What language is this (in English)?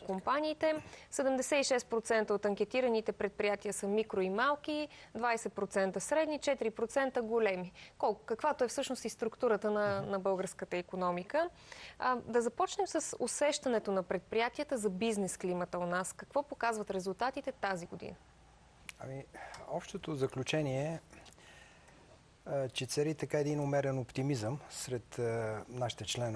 Bulgarian